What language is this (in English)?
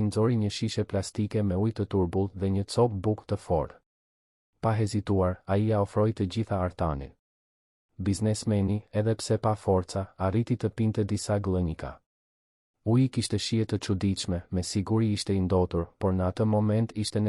Albanian